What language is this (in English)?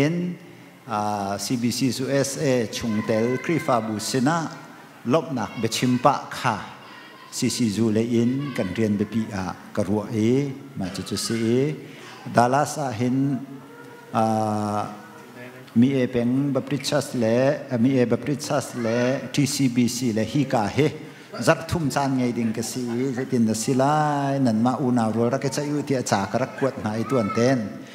Hakha Chin